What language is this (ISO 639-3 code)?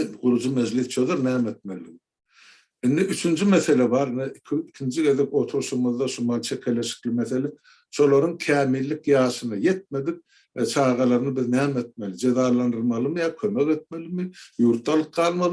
tuk